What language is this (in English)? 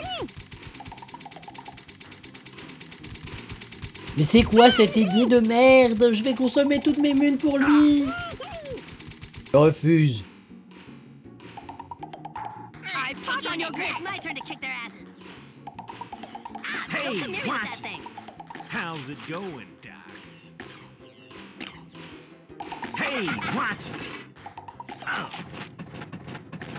French